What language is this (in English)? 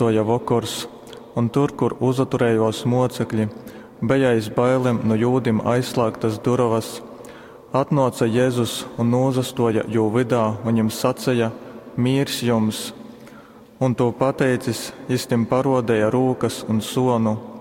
Latgalian